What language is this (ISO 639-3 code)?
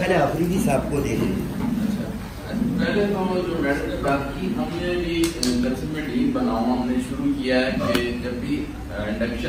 urd